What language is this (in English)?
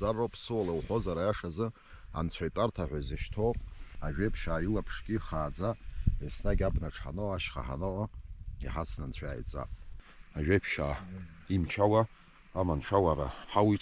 Abkhazian